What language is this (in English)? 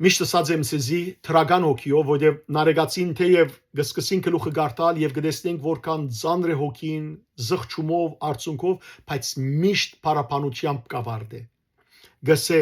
Western Armenian